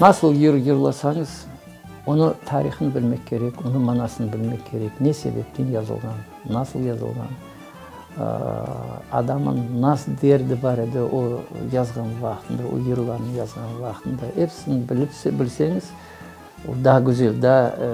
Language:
Crimean Tatar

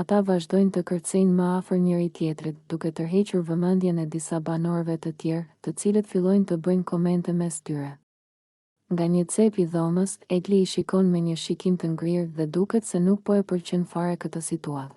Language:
Albanian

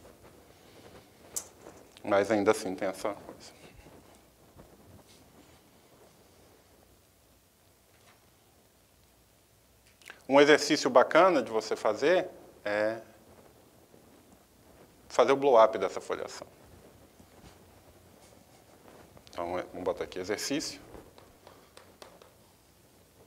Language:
Portuguese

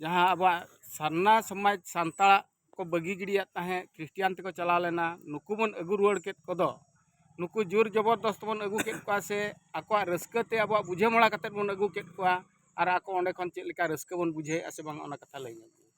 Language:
Santali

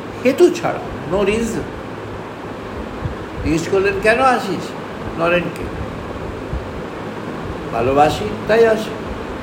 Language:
Bangla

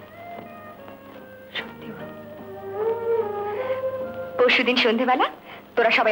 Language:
Bangla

